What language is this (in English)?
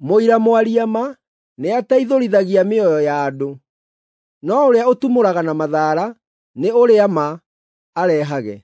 Kikuyu